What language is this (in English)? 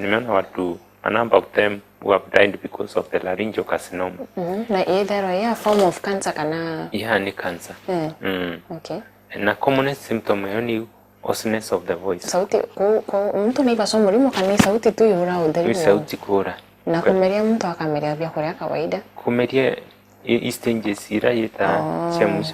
Meru